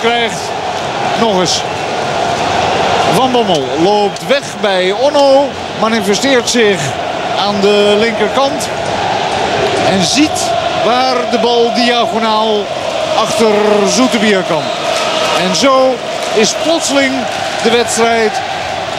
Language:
Dutch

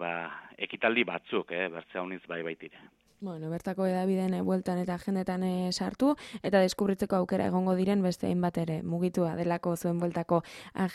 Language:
Basque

